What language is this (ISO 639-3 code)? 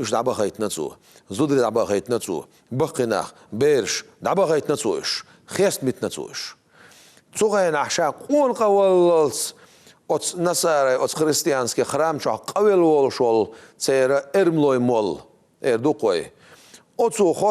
che